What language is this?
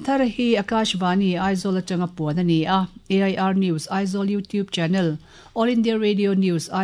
Mizo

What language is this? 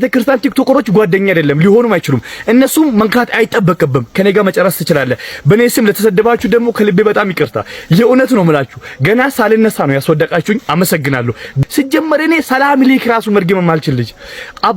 Amharic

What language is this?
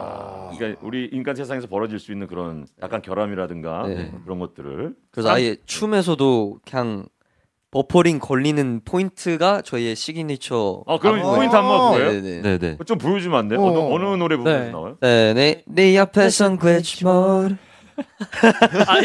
Korean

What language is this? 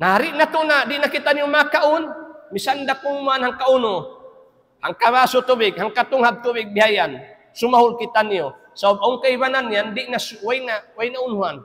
Tausug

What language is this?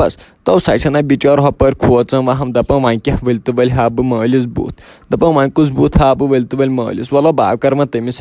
Kashmiri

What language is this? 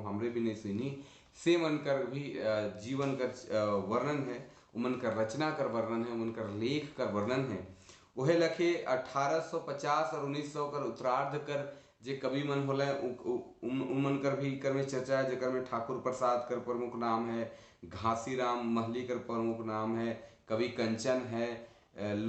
Sadri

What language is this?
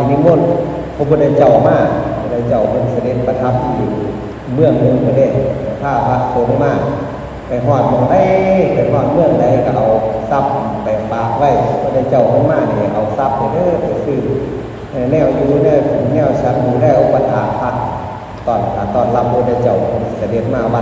Northeastern Thai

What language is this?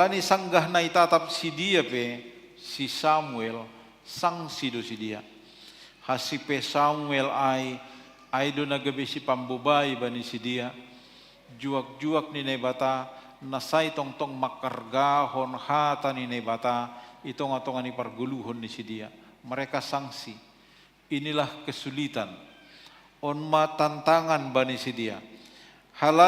Batak Simalungun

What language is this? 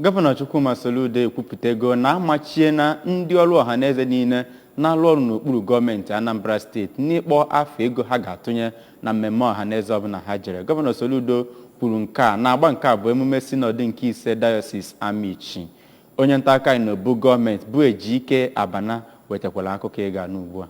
Igbo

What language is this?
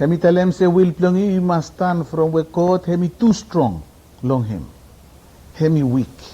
Bislama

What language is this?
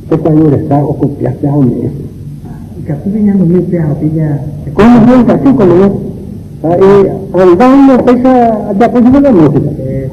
Guarani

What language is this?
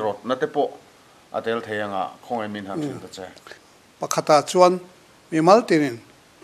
Mizo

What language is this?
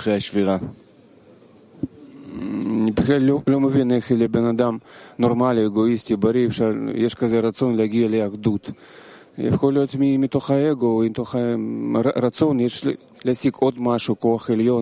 Hebrew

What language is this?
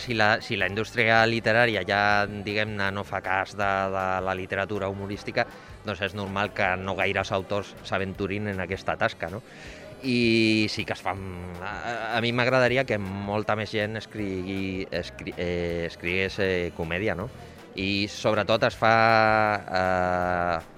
Catalan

